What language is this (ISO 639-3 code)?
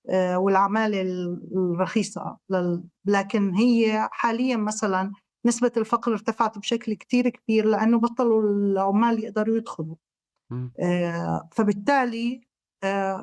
apc